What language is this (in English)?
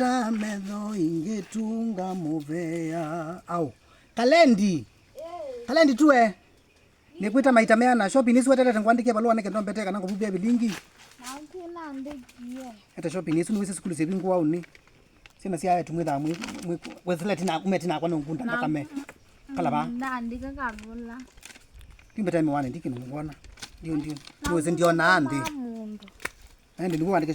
Kamba